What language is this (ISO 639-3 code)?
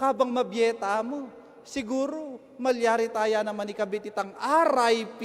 pam